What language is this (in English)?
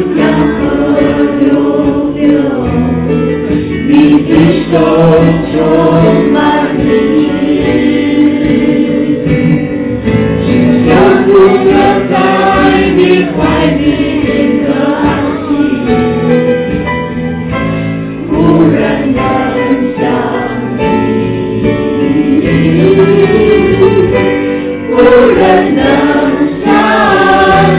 Chinese